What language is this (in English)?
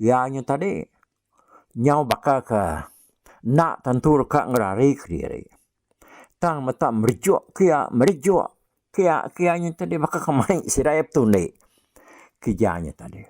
Iban